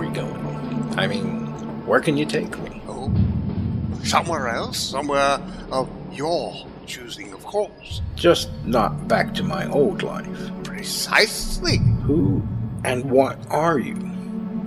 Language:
English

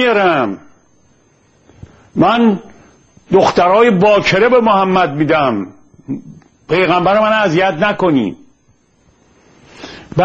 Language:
Persian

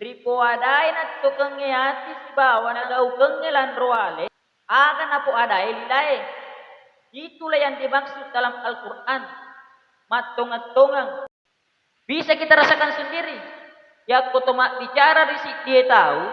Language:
Buginese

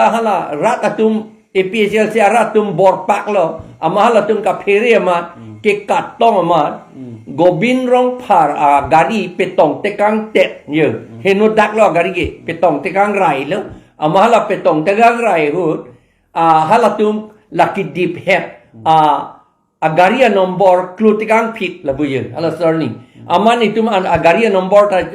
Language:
Karbi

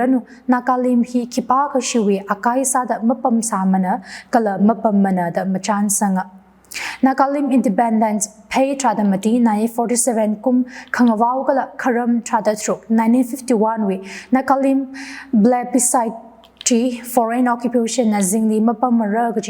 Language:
Tangkhul Naga (India)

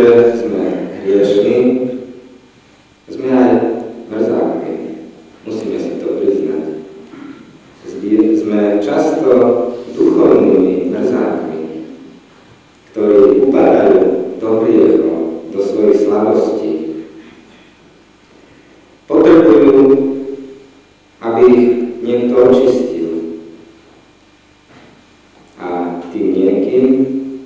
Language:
Slovak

